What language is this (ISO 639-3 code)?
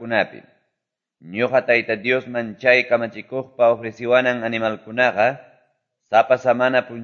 que